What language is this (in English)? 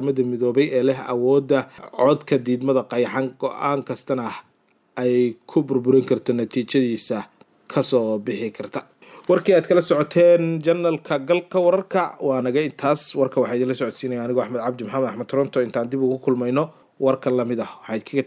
Somali